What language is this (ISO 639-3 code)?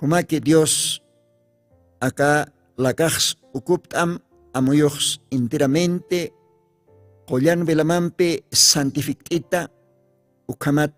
aym